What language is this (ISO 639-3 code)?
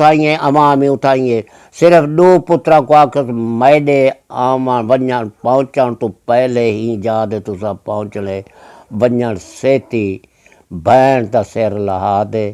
skr